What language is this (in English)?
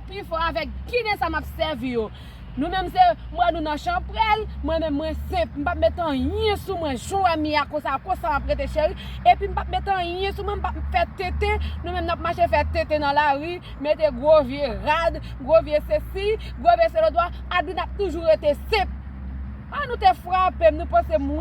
Haitian Creole